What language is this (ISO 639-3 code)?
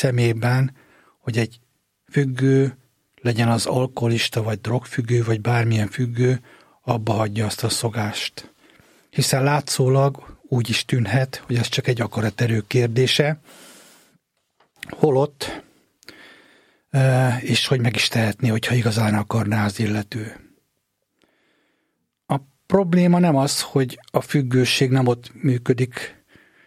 hun